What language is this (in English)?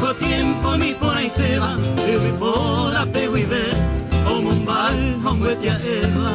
Guarani